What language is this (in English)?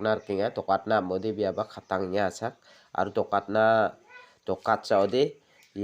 Garo